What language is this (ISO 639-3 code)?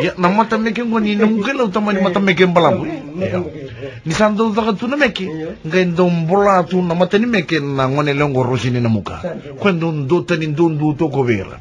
fij